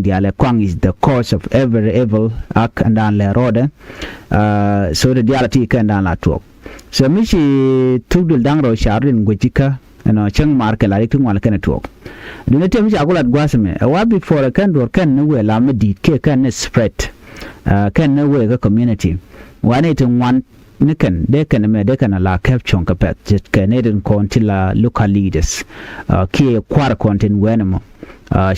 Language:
Nuer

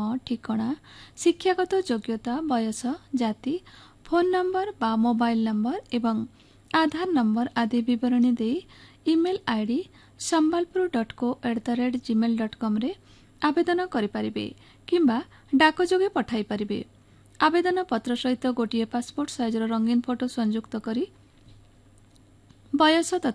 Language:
Odia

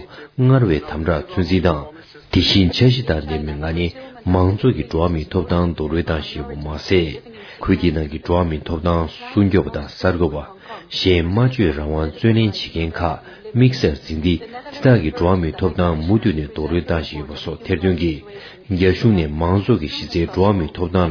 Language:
Tibetan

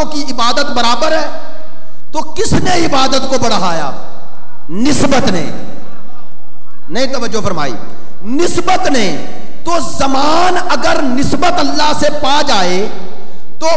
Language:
Urdu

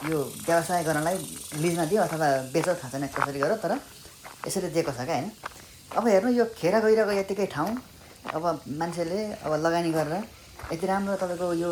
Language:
Nepali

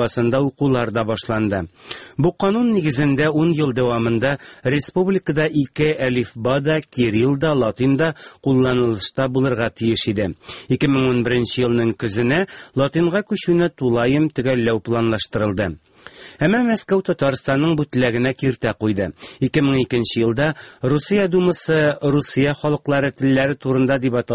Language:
Tatar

